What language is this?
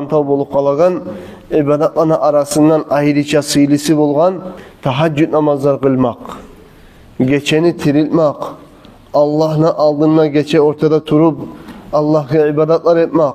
Kumyk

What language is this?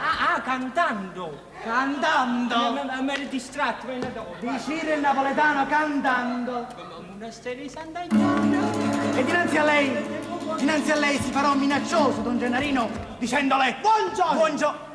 Neapolitan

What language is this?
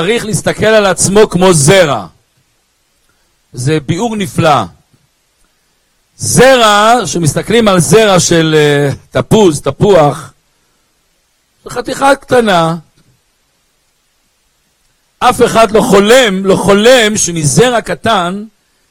Hebrew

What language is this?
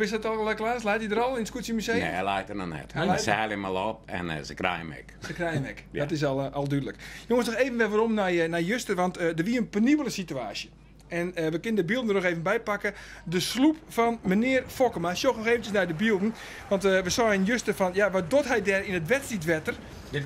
Western Frisian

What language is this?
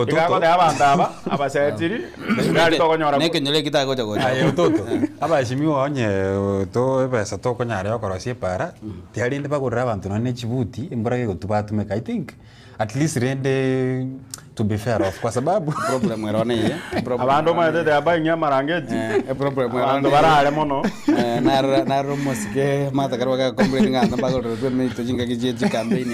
Gusii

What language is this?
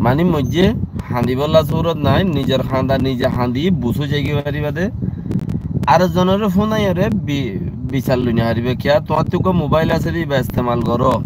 Rohingya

